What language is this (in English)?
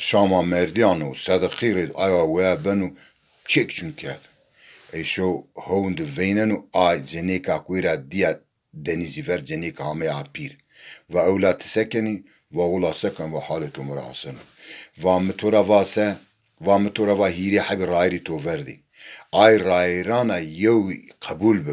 Zaza